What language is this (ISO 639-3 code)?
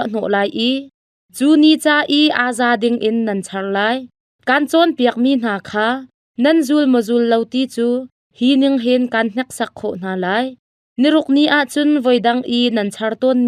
cnh